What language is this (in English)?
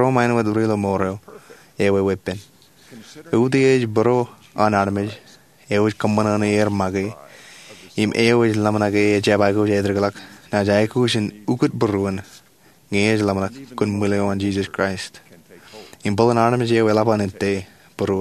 Marshallese